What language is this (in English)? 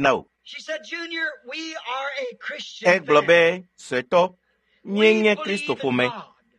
Ewe